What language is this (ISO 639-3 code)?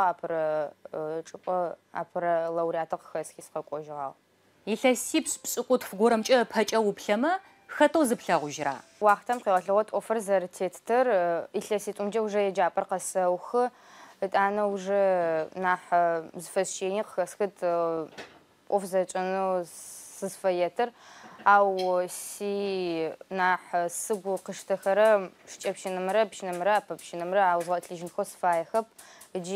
ady